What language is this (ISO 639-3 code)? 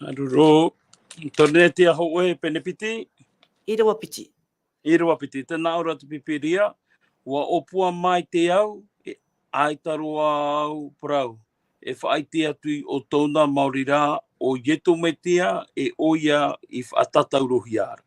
tah